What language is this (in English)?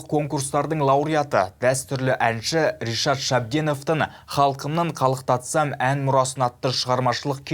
Kazakh